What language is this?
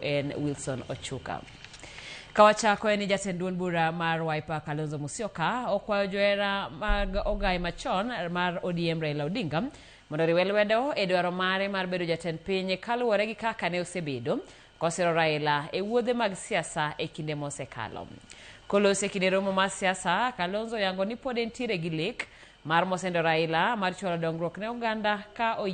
Luo (Kenya and Tanzania)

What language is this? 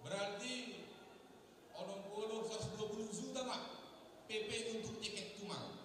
Batak Simalungun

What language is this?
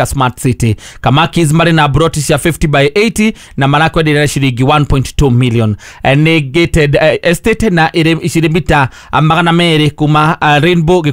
Kikuyu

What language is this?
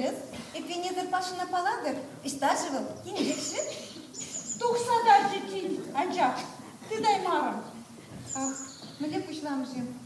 Chuvash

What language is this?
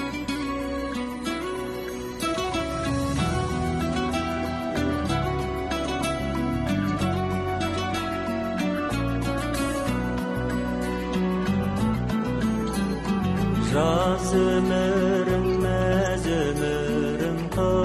Kazakh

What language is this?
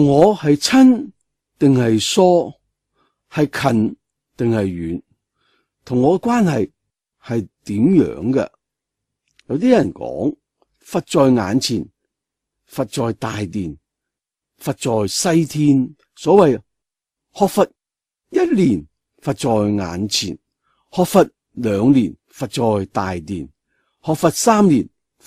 Cantonese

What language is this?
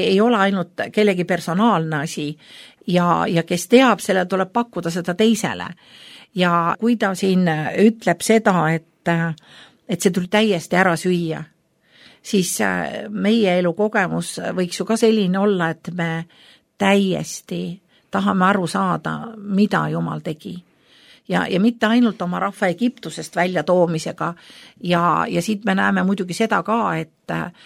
Estonian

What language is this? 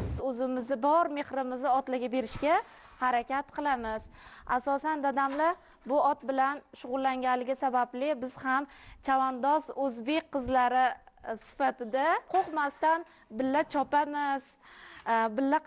Uzbek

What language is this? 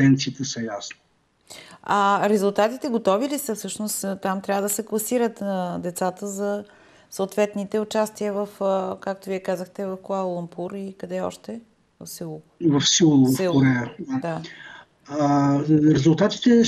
Bulgarian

